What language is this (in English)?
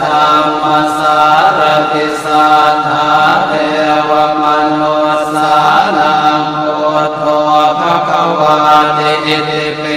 Pali